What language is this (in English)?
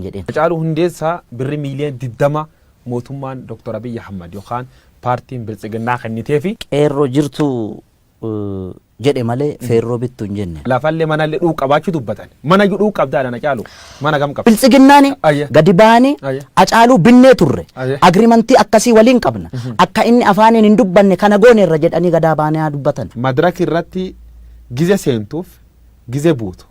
Oromo